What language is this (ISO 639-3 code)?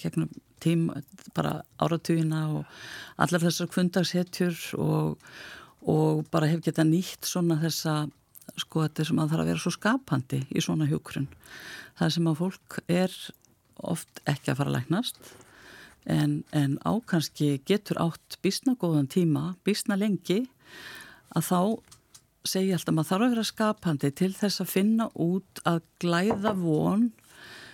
isl